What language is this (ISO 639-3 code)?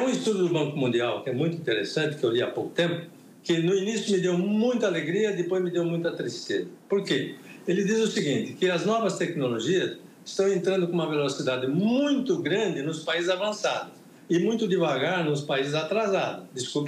por